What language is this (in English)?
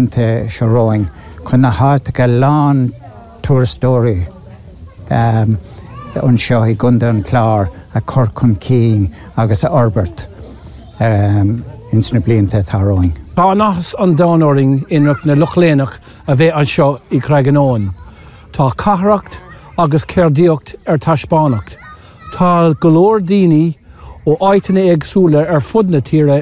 Irish